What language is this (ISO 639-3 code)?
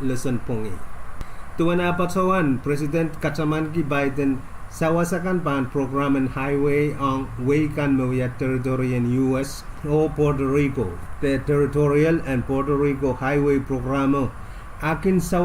pon